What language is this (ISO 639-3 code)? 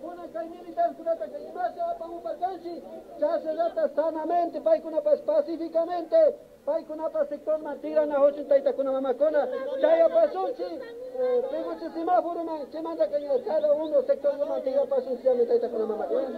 qvi